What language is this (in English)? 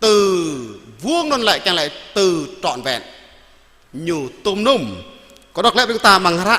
Jarai